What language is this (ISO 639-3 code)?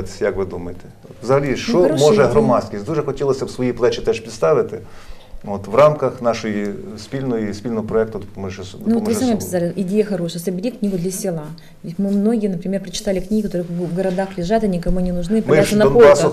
ukr